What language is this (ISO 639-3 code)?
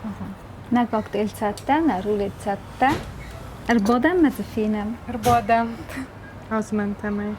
oss